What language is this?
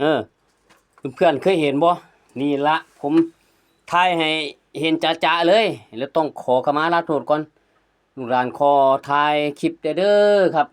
Northeastern Thai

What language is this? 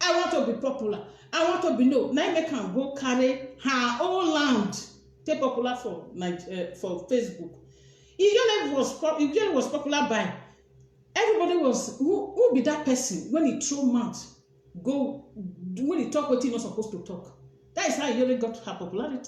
Nigerian Pidgin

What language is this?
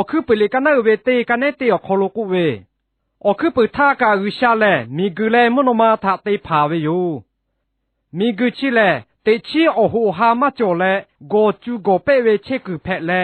Lahu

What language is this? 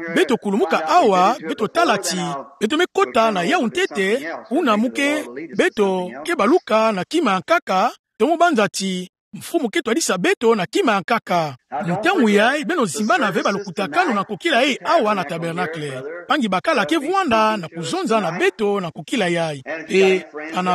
Kituba (Democratic Republic of Congo)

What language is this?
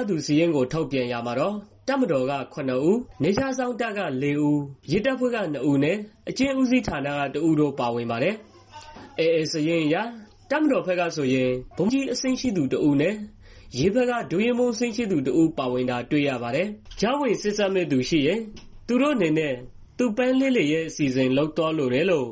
Burmese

